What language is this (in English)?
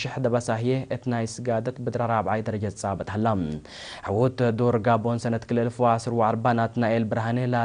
Tigre